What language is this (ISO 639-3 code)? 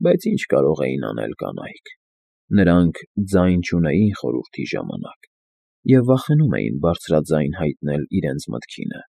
hye